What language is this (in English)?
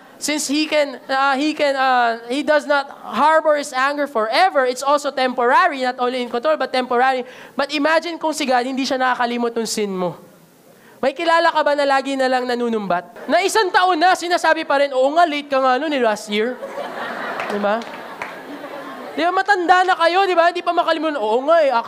Filipino